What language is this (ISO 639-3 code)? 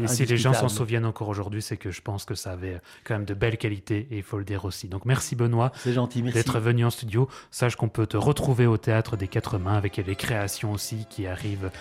fra